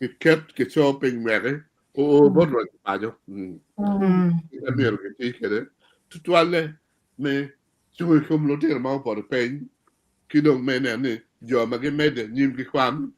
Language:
Acoli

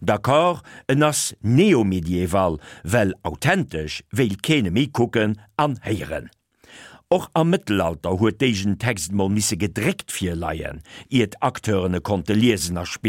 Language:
Luxembourgish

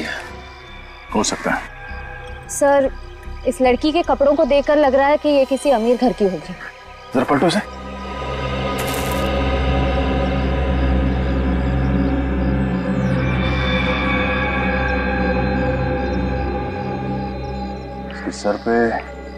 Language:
Hindi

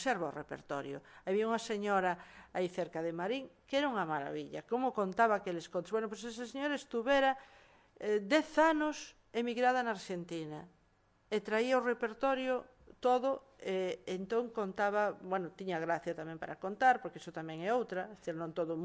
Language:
Galician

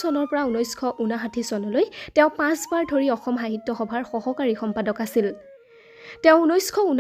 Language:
Assamese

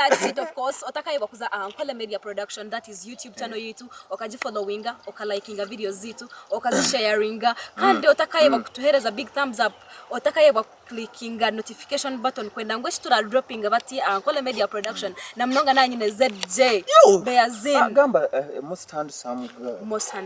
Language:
Nyankole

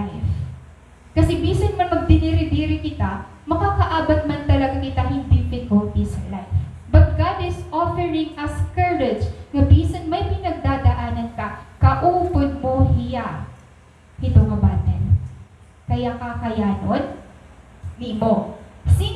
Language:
Waray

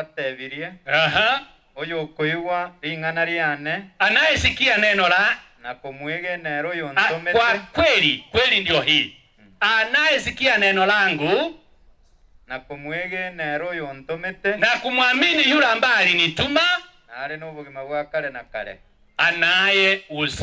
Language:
Gusii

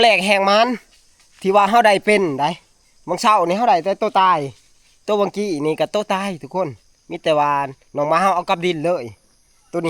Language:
Northeastern Thai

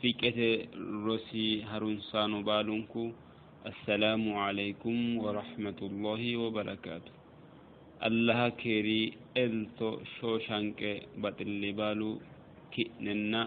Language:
Sidamo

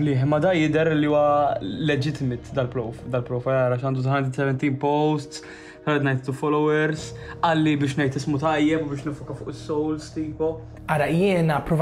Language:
Maltese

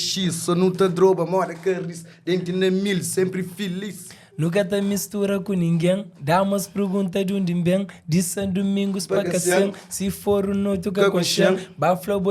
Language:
Kabuverdianu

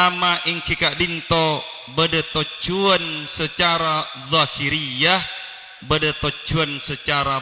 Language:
Madurese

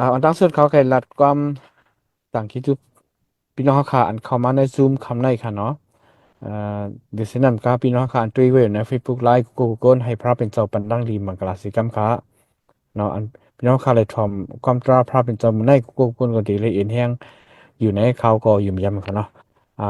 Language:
Shan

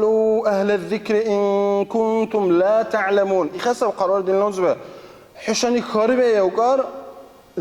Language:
Dargwa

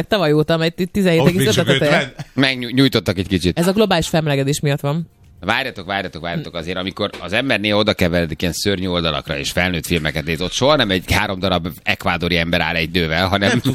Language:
Hungarian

